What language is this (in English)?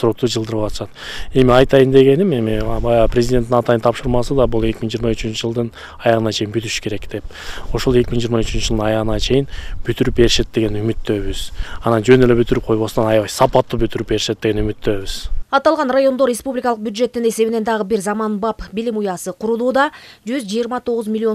Kyrgyz